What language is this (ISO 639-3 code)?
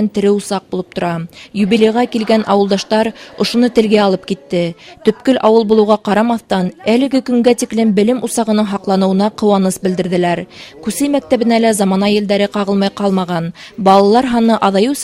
bak